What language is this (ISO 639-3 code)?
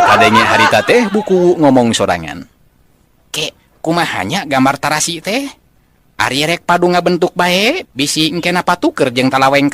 sun